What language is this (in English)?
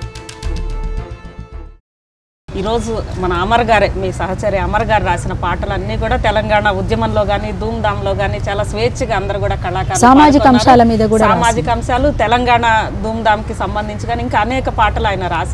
Telugu